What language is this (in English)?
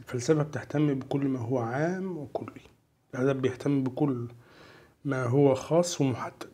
Egyptian Arabic